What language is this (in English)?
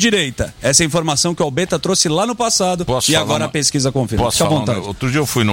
Portuguese